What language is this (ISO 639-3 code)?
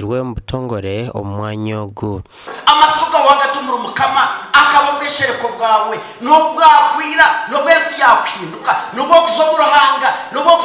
nyn